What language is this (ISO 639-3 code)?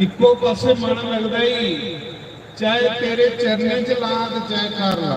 doi